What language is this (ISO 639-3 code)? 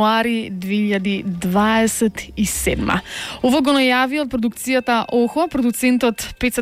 mkd